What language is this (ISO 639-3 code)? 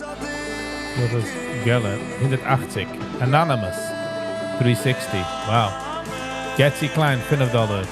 yid